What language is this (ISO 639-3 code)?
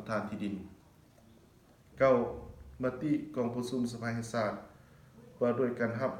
lao